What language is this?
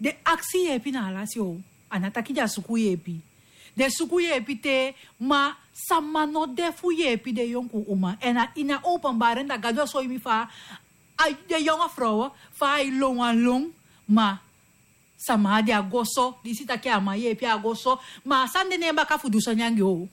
Sranan Tongo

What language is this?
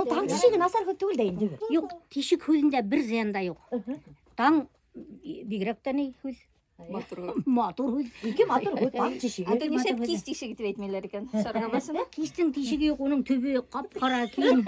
Bashkir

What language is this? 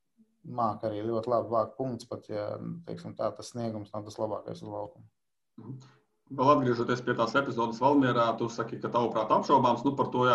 Latvian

